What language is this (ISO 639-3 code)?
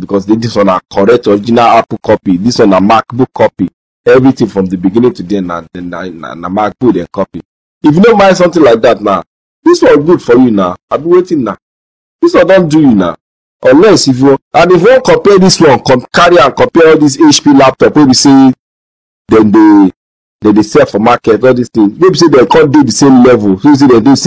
pcm